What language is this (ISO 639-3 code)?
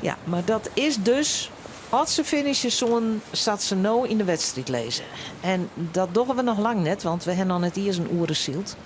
fry